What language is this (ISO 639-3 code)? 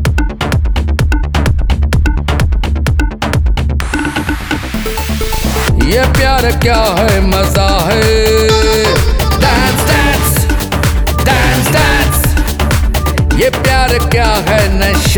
hin